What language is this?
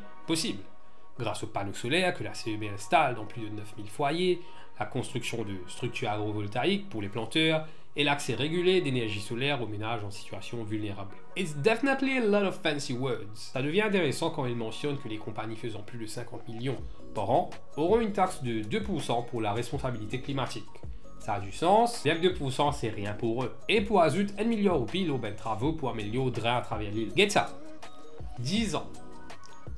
Morisyen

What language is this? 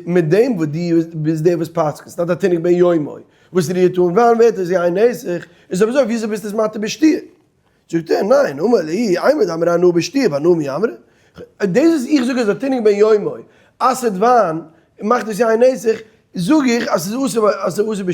Yiddish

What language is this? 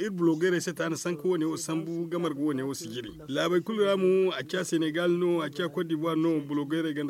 Zarma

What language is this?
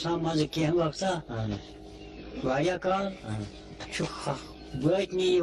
Kashmiri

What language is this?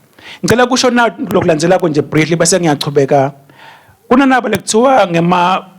Swati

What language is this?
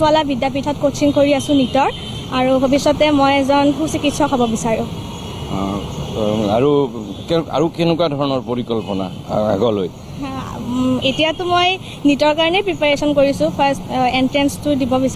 Assamese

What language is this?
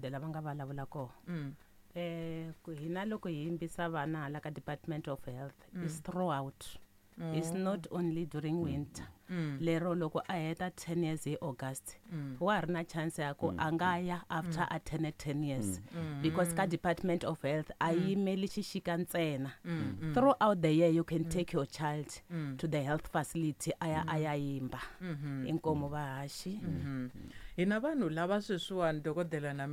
Tsonga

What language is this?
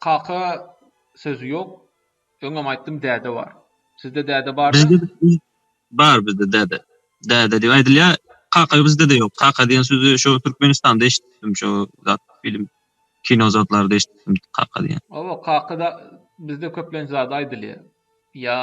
Turkmen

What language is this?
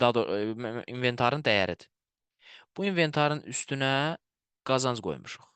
Azerbaijani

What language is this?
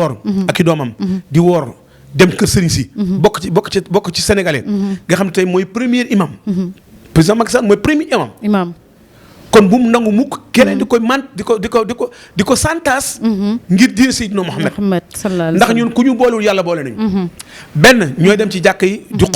Wolof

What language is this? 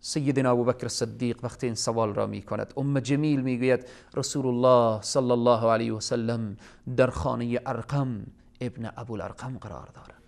Persian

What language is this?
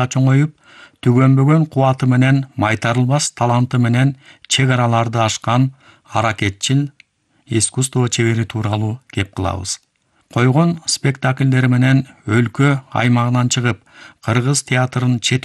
Kyrgyz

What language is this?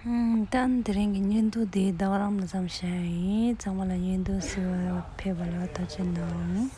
Tibetan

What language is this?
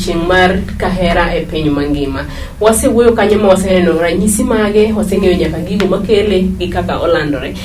Luo (Kenya and Tanzania)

